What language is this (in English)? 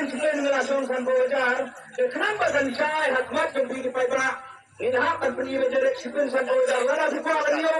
Khasi